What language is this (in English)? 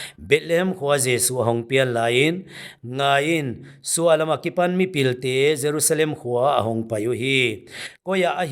Paite Chin